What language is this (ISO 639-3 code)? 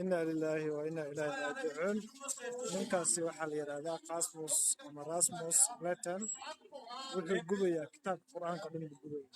som